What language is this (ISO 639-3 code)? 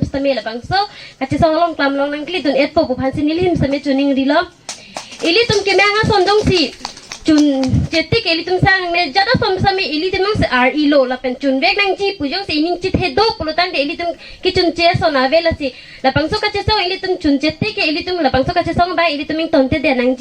mjw